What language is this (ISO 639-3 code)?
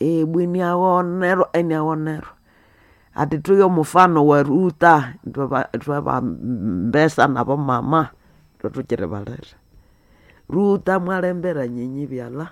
nnb